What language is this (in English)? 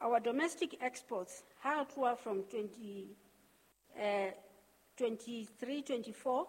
Southern Sotho